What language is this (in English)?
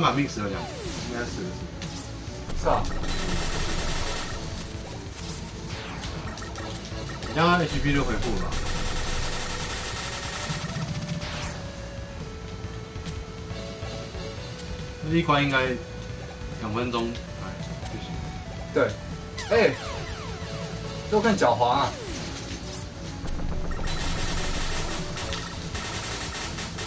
Chinese